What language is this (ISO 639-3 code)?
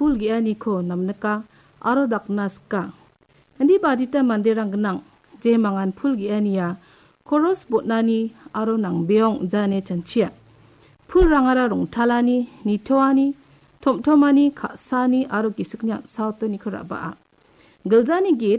grt